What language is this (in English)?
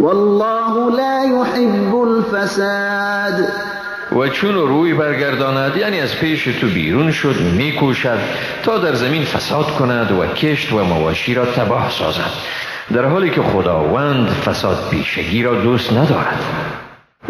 Persian